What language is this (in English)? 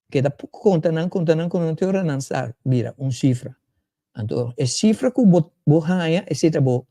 Papiamento